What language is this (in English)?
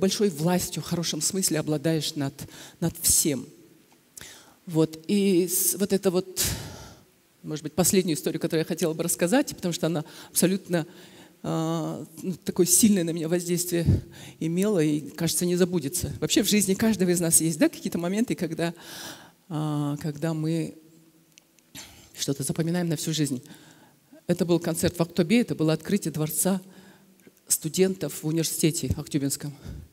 Russian